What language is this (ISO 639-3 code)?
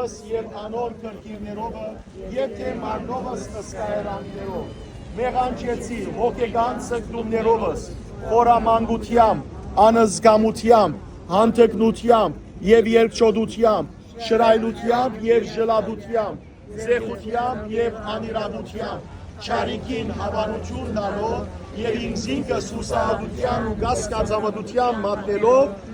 hyw